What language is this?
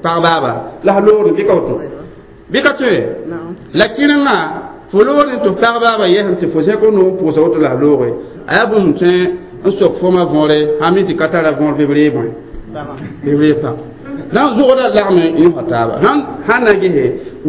Mossi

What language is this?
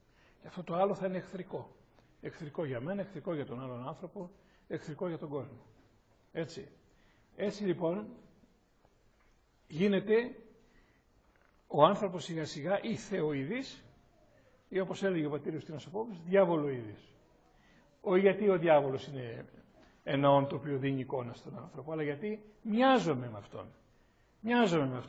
Greek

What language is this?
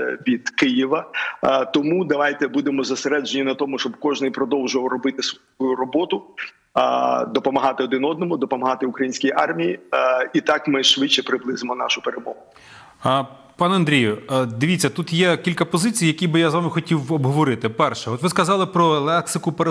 Ukrainian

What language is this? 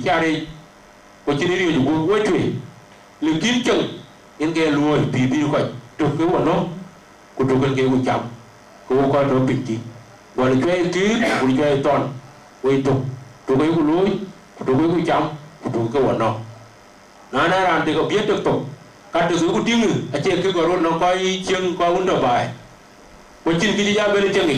Dinka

